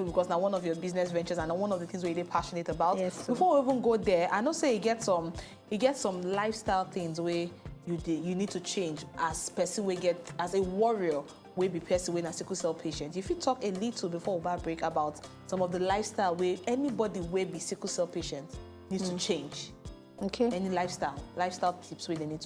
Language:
Nigerian Pidgin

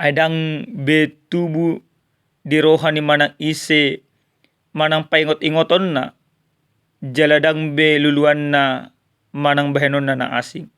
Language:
Batak Toba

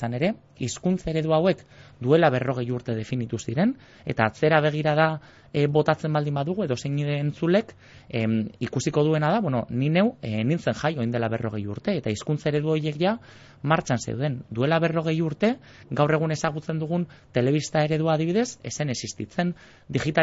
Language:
Basque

